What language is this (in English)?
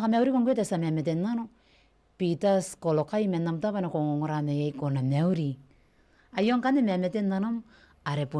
Gilbertese